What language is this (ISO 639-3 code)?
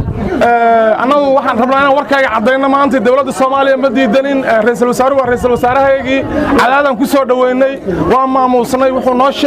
som